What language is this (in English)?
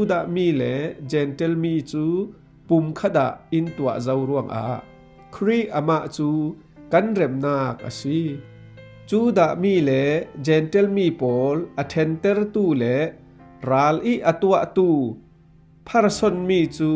Falam Chin